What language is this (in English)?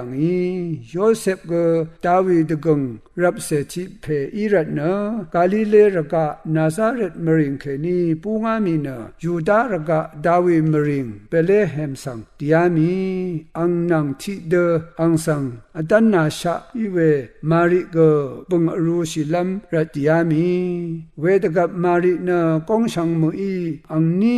Rawang